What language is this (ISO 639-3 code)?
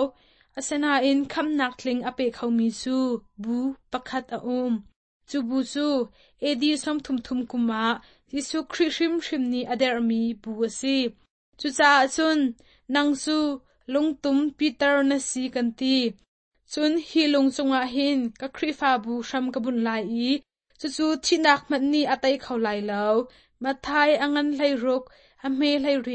cnh